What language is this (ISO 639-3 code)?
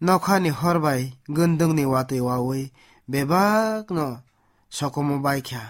trp